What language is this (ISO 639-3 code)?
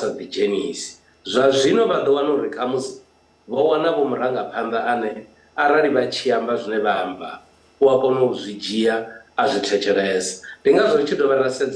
ven